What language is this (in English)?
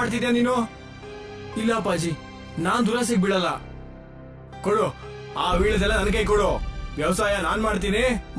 Kannada